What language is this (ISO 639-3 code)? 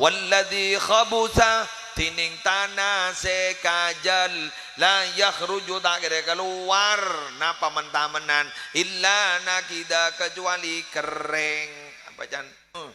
mad